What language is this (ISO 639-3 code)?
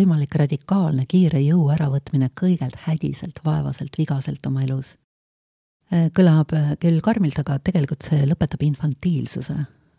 est